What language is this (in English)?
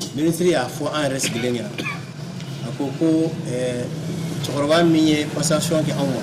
Bambara